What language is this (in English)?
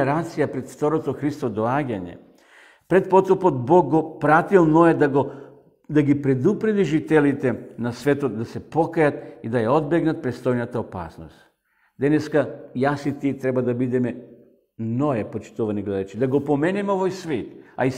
Macedonian